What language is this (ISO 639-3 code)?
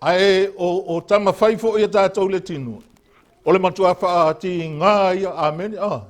smo